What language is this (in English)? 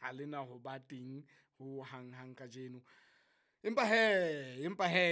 Southern Sotho